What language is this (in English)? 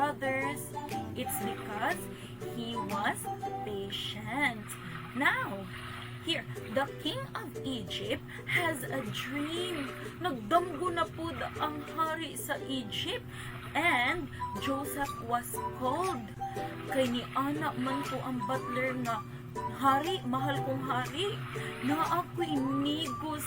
Cebuano